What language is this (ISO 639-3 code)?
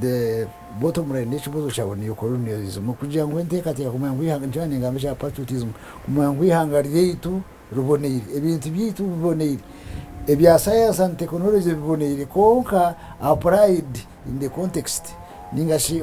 nyn